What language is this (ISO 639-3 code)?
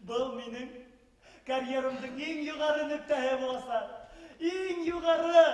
bak